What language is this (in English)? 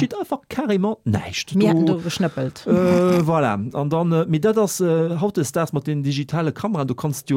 Luxembourgish